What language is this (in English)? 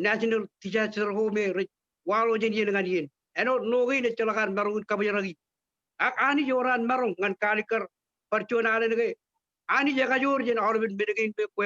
Marshallese